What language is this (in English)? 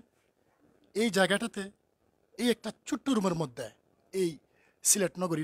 Sylheti